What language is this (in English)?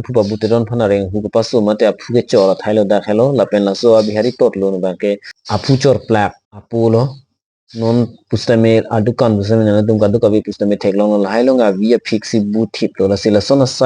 Karbi